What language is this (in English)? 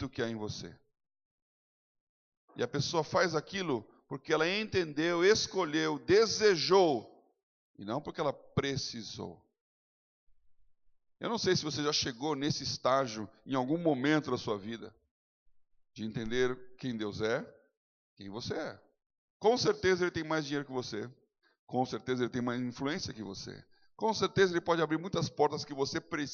Portuguese